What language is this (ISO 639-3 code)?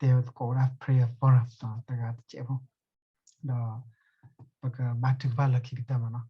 ksw